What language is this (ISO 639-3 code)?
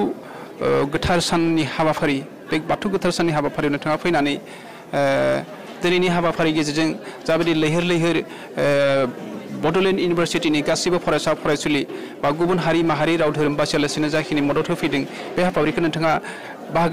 brx